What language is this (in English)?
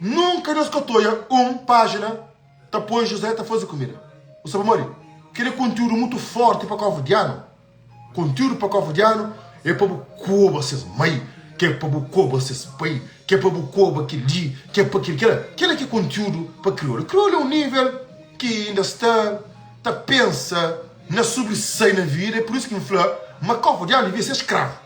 Kabuverdianu